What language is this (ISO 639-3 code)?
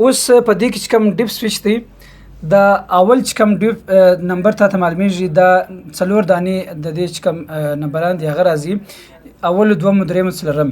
pus